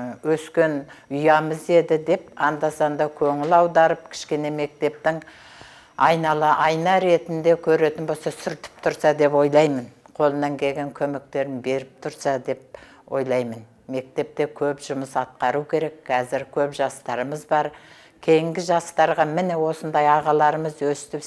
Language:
Kazakh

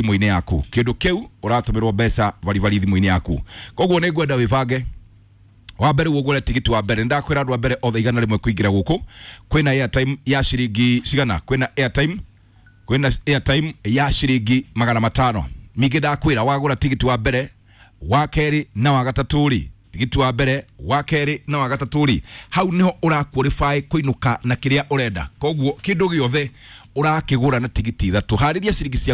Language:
Kikuyu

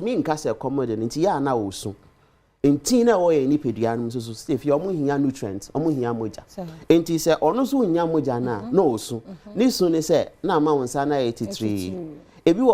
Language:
Akan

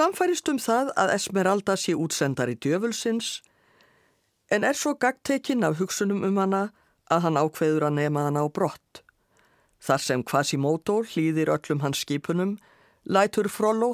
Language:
Icelandic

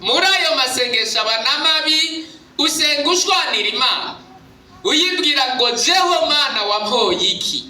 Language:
Rundi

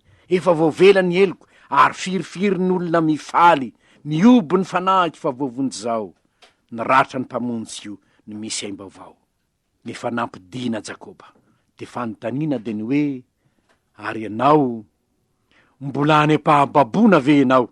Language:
Malagasy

